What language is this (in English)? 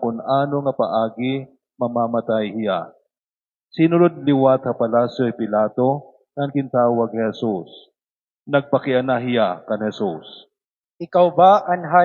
Waray